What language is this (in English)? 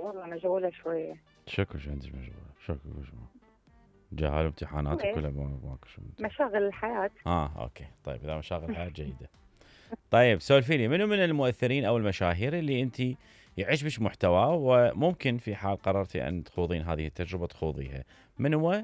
Mesopotamian Arabic